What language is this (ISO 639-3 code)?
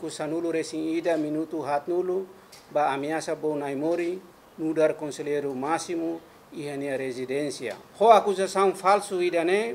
tet